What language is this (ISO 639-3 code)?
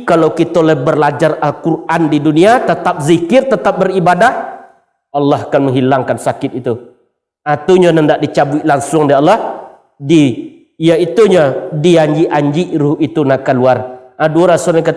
min